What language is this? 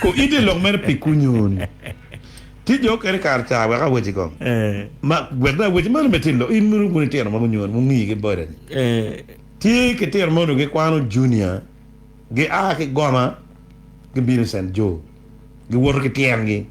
Acoli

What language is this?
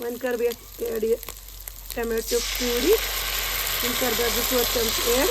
Kashmiri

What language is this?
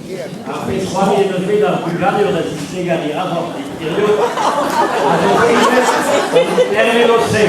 Breton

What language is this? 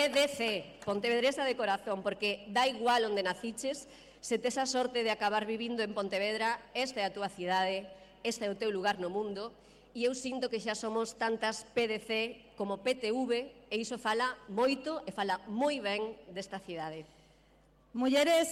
Galician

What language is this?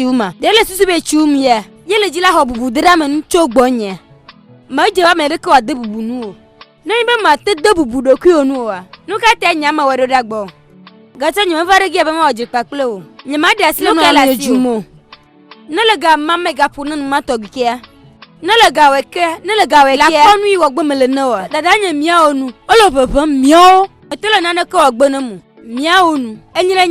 Ewe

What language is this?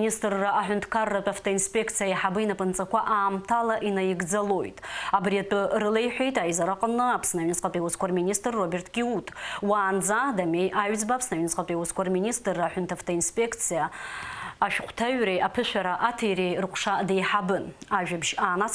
Abkhazian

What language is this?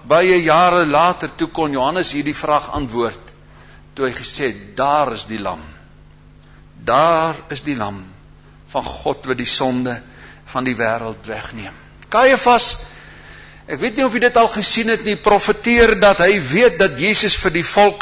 Afrikaans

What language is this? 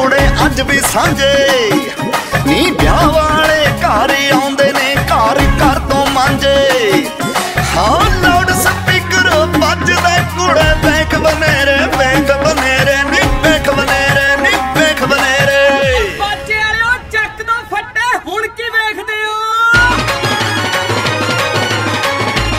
Punjabi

